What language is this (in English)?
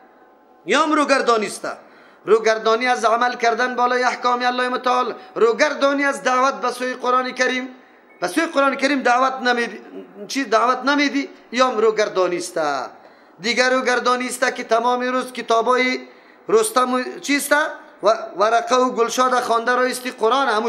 Persian